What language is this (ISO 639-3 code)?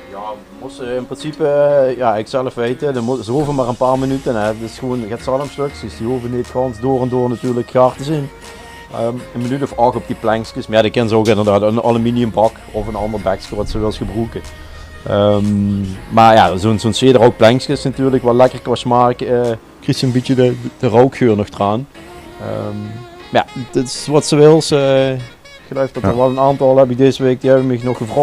lim